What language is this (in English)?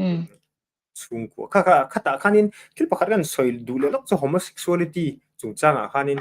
Mizo